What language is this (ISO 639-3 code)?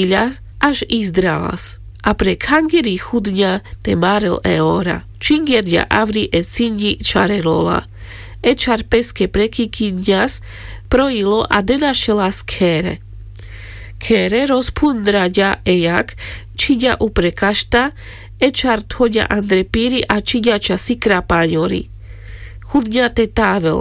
rmc